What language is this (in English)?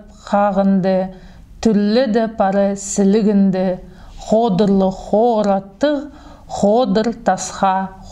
Khakas